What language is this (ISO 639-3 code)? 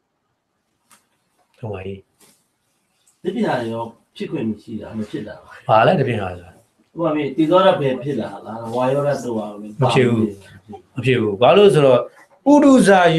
mya